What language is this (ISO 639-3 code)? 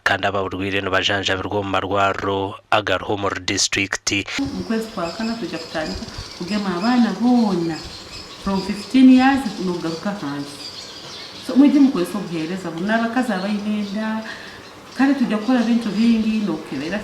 nyn